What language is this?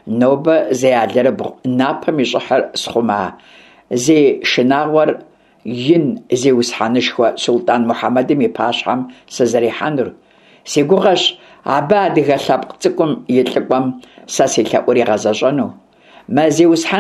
Kabardian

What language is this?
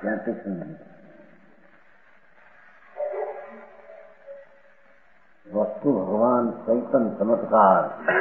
Gujarati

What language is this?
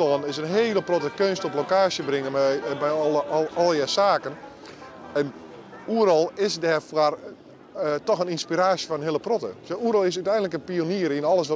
Western Frisian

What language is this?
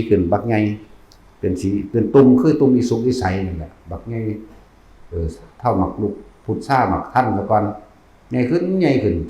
Northeastern Thai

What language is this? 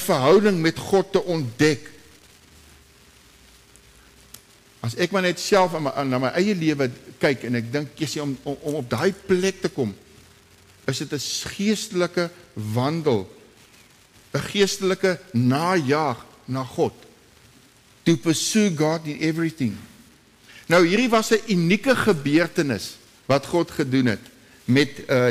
Afrikaans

